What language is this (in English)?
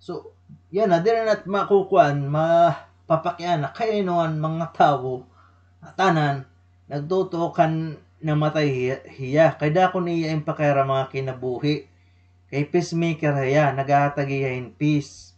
Waray